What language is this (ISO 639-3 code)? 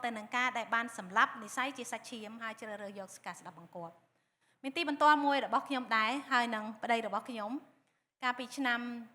khm